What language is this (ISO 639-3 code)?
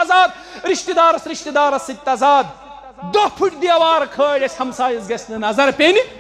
kas